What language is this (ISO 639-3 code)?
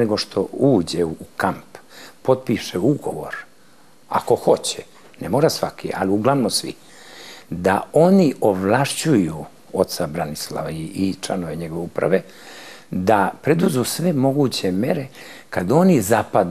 srp